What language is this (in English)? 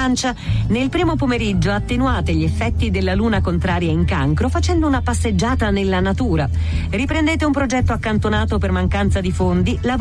Italian